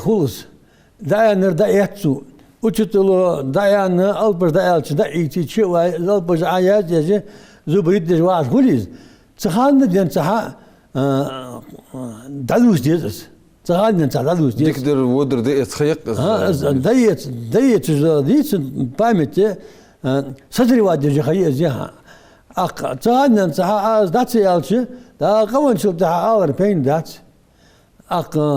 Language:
Ingush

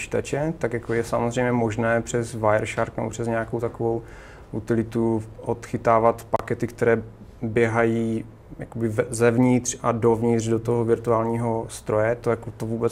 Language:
Czech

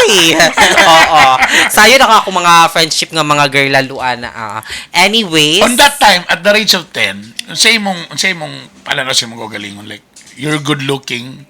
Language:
Cebuano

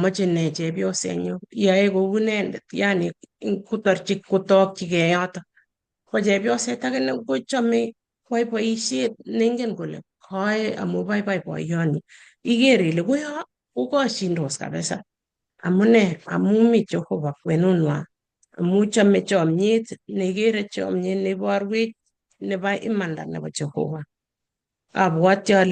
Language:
Kalenjin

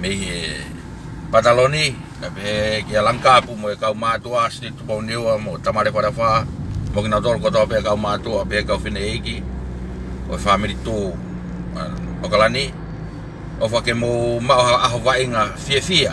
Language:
Tongan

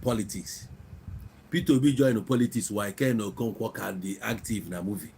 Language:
Igbo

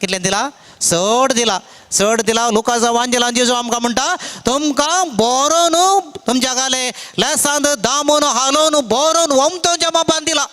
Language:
Konkani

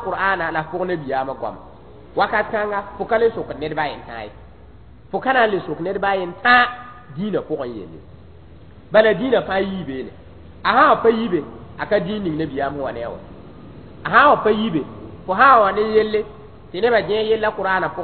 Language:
Mossi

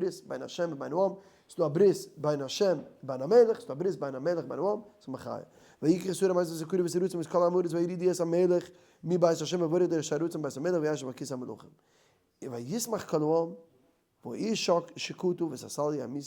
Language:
Yiddish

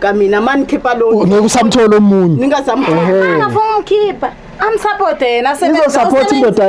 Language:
Zulu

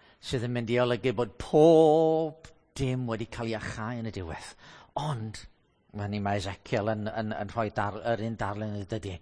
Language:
Welsh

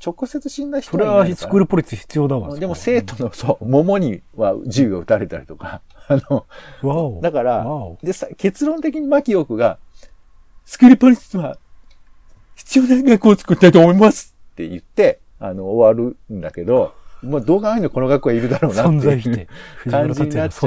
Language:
Japanese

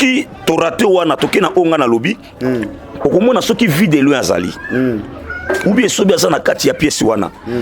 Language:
Lingala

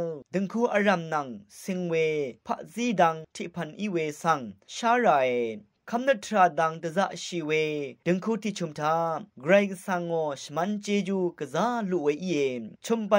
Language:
Rawang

